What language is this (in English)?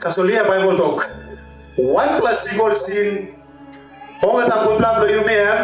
Tok Pisin